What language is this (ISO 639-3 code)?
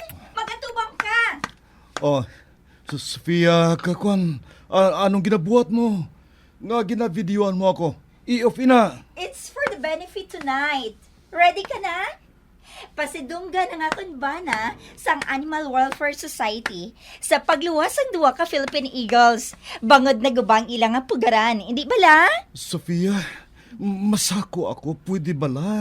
hil